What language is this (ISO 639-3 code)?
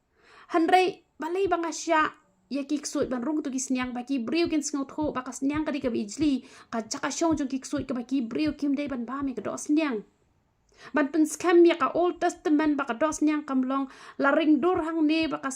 kha